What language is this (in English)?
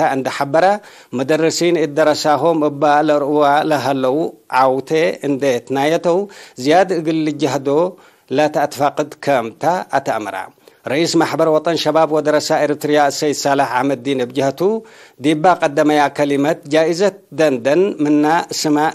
Tigre